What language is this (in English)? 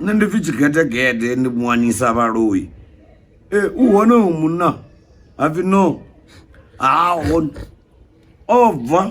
Venda